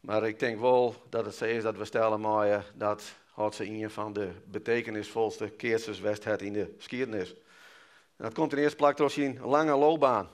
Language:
Western Frisian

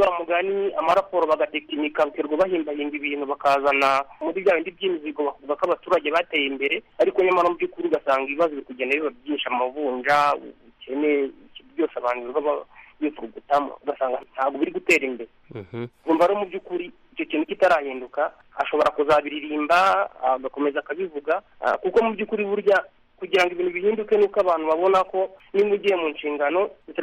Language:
Kinyarwanda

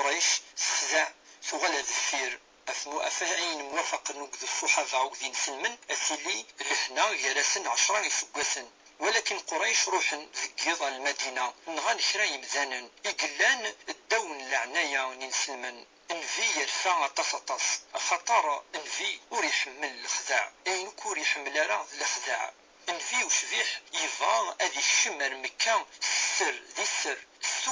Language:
Kabyle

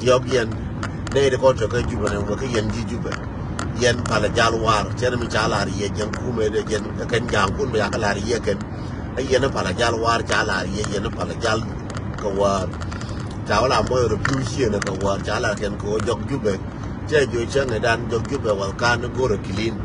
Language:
Nuer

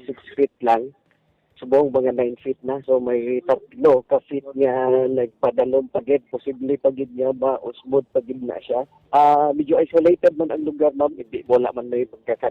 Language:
Hiligaynon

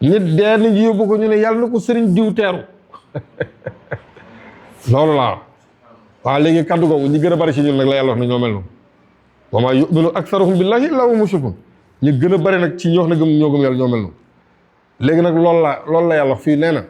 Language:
Wolof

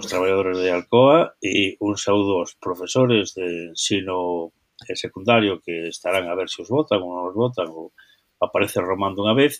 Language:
Galician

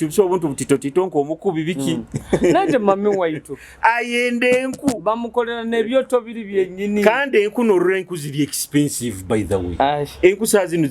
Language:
Nyoro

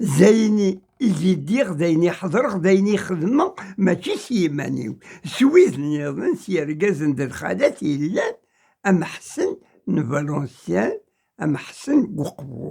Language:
Kabyle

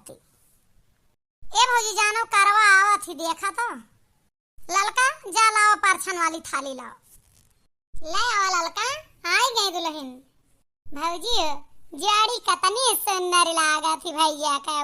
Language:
Awadhi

